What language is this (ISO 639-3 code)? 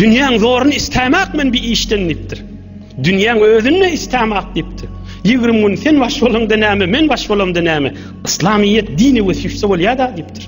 tuk